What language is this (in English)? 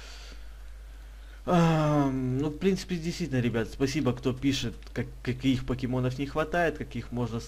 Russian